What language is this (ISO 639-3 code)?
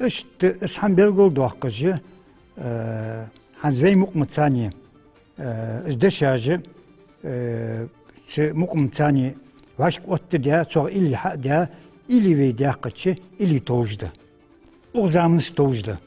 inh